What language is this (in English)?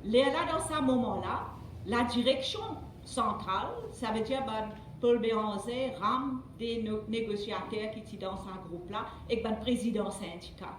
Morisyen